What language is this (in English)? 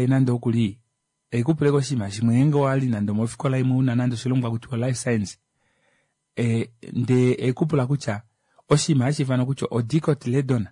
Kuanyama